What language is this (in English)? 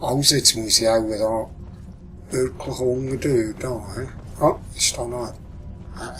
Swiss German